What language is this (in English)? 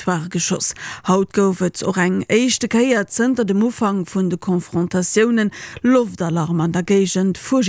Luxembourgish